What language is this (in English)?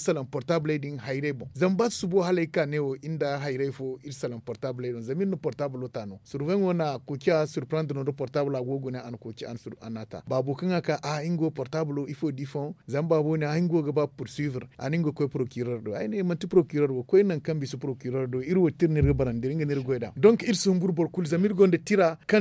Zarma